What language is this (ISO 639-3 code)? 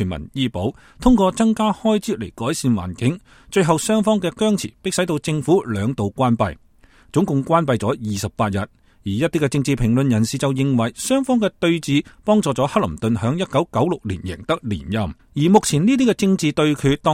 yue